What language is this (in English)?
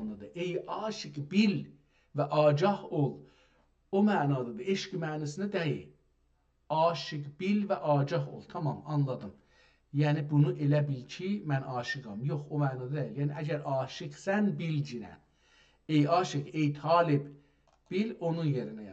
South Azerbaijani